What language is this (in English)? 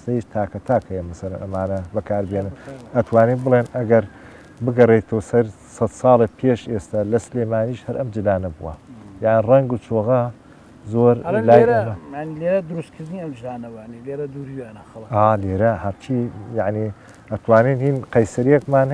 Central Kurdish